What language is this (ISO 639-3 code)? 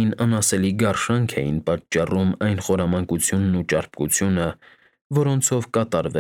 hye